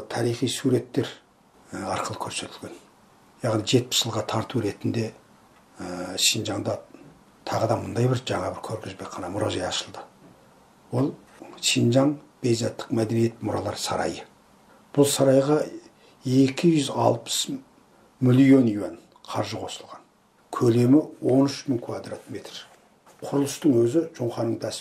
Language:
Kazakh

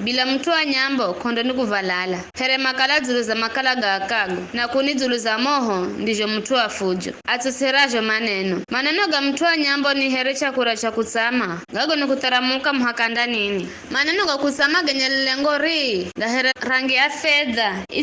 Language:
Giryama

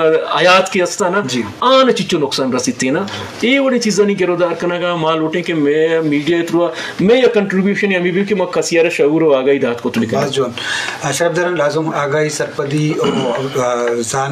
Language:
Baluchi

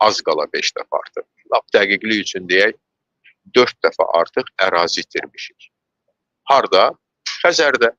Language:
Azerbaijani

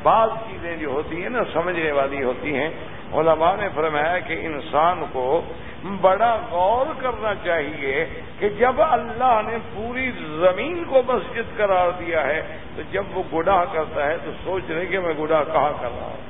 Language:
Urdu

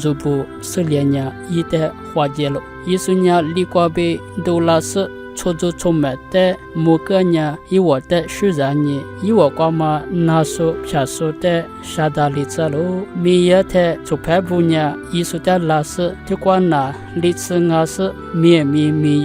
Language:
Lisu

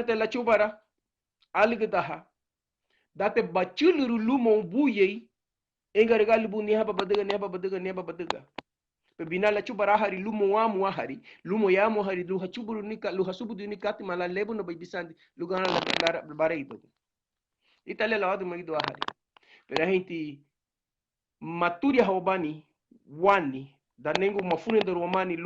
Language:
Garifuna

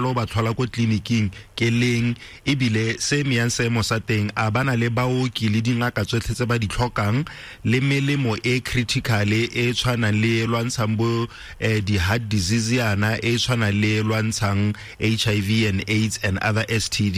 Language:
Tswana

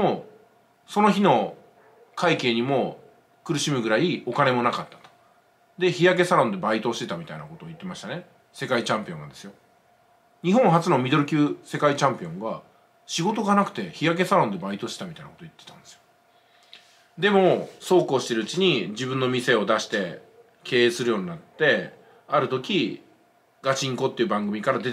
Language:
Japanese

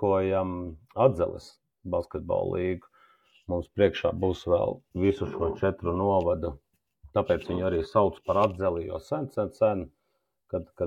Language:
Latvian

